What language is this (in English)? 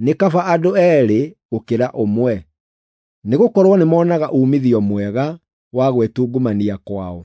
Kikuyu